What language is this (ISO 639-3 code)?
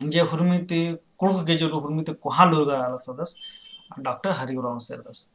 kru